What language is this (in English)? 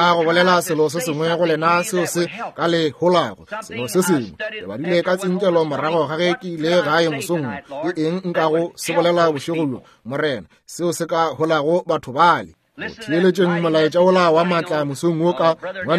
Northern Sotho